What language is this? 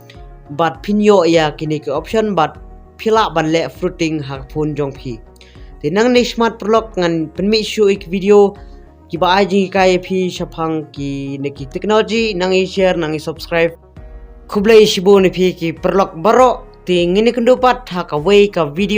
Khasi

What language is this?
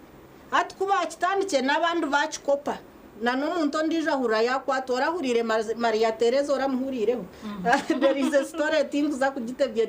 Nyankole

